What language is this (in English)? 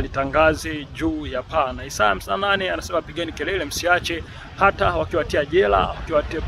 Swahili